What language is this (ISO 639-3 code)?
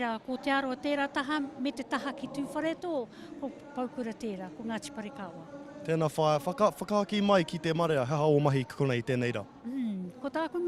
mri